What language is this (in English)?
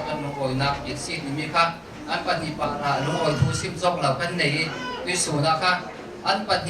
Hakha Chin